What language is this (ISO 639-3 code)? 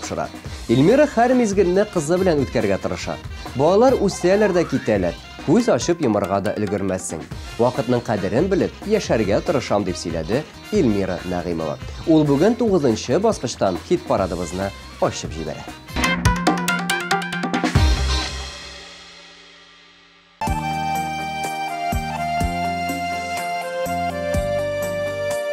tat